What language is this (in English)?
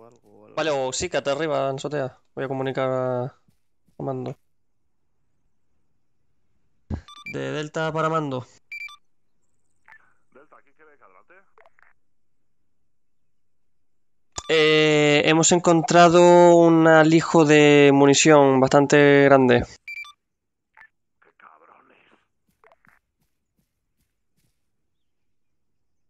Spanish